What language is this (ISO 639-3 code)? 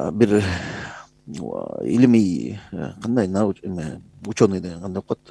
kir